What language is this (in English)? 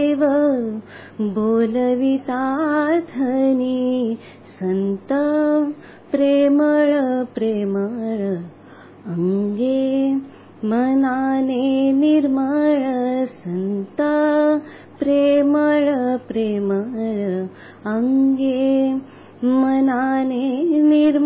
Marathi